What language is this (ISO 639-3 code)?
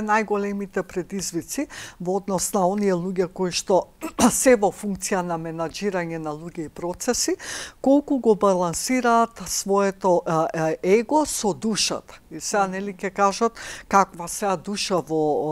mkd